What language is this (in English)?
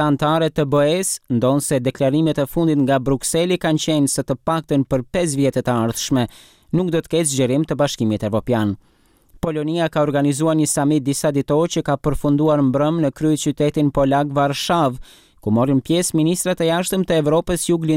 Albanian